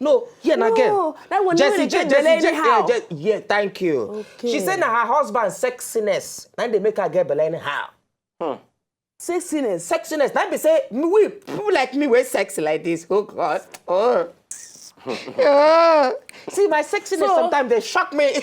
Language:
Nigerian Pidgin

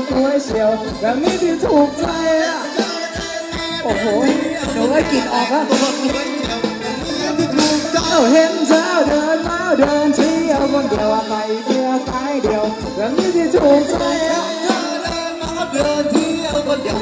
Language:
Thai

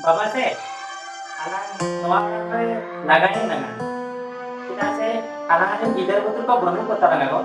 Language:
Santali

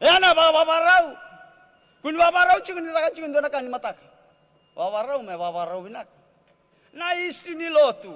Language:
Fijian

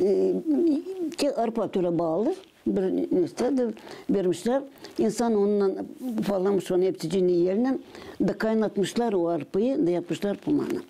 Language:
Gagauz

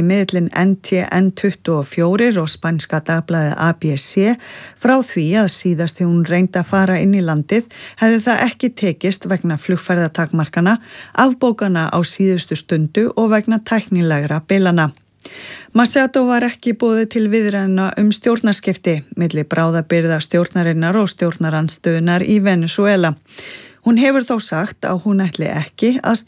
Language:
Icelandic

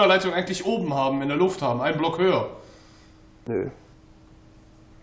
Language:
German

